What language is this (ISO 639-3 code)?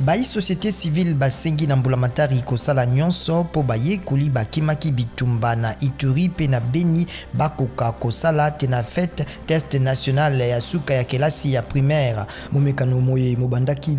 lin